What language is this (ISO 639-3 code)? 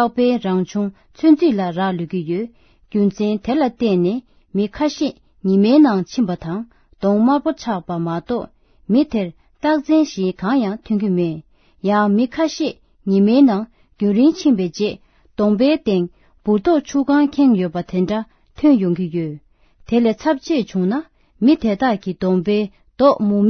bod